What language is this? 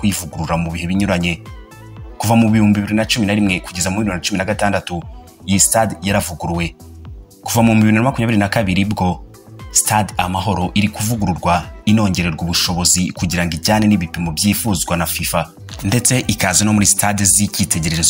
Kinyarwanda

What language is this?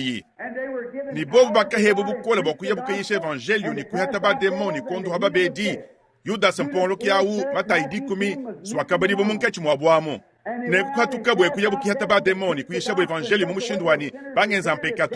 Luba-Lulua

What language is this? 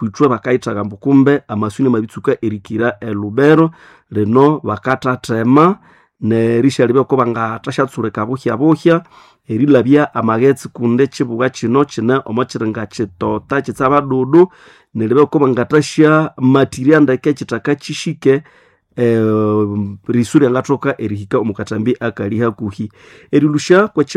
Nande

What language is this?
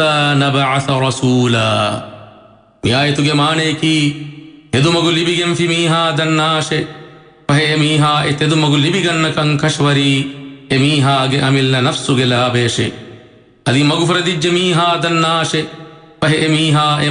Divehi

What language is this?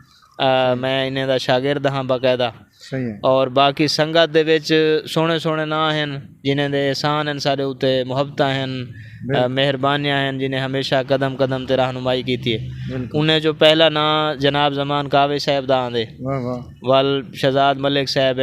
Saraiki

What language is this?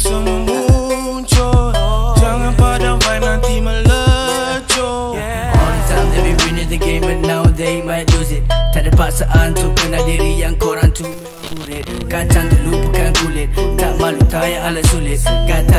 Malay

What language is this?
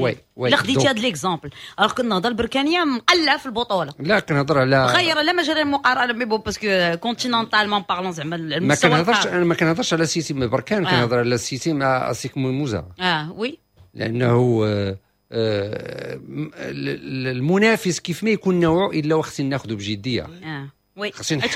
Moroccan Arabic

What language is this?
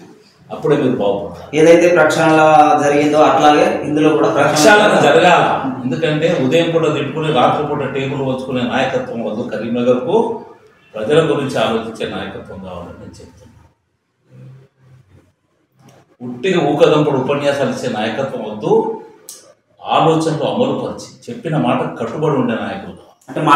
Telugu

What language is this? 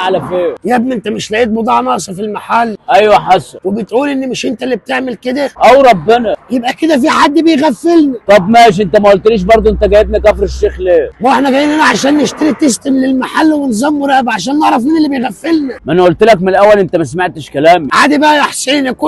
Egyptian Arabic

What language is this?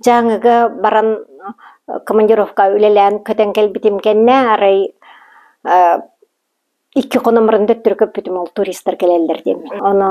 Yakut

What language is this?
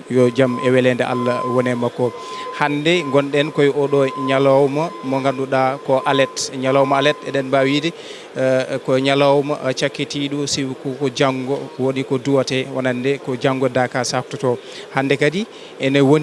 Fula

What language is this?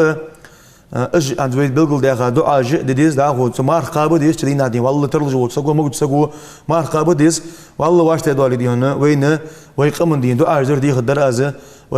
Ingush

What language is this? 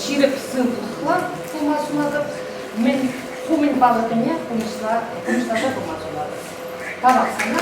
Chuvash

